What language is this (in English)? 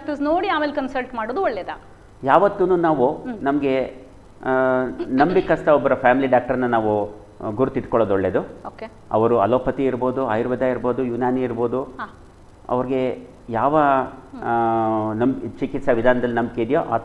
Kannada